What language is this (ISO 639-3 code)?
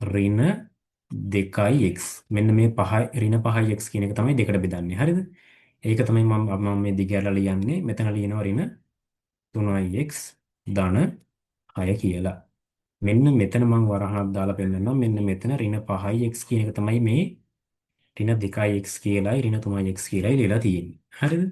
sin